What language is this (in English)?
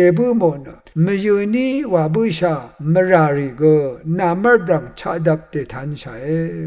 Rawang